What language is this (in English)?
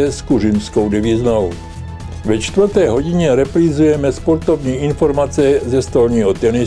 Czech